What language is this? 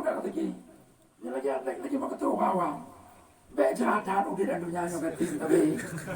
Achinese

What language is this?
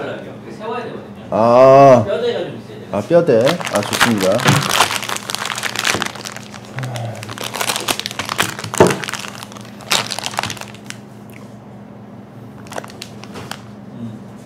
Korean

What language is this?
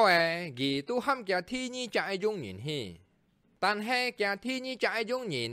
Hakka Chinese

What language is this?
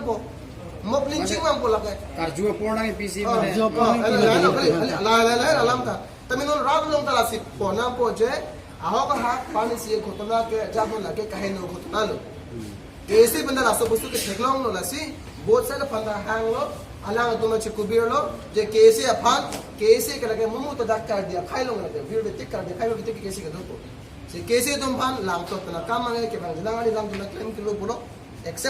Karbi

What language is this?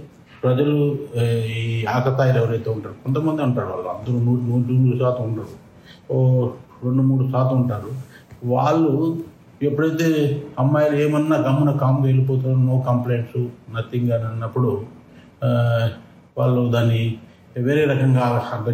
Telugu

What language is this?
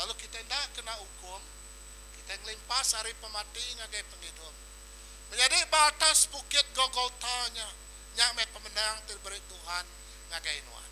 Iban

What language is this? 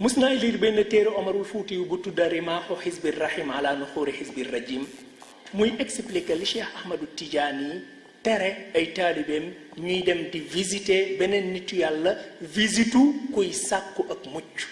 Wolof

